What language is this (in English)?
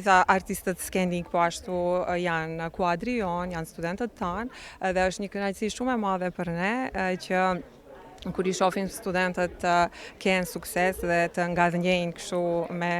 Albanian